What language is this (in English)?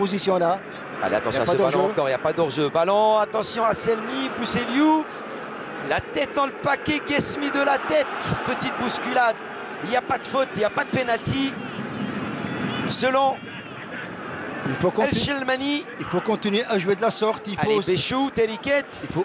French